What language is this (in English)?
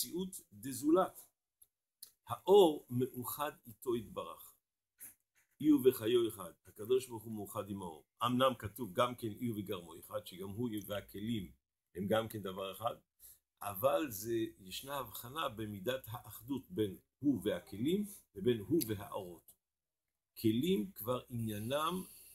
Hebrew